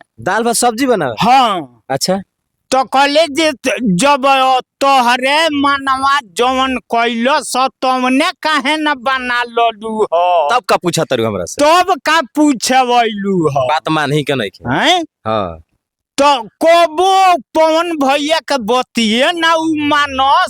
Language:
Bhojpuri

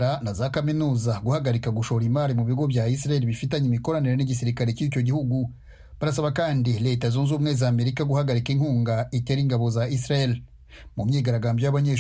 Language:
Kinyarwanda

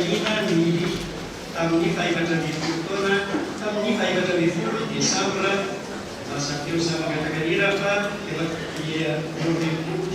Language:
Malagasy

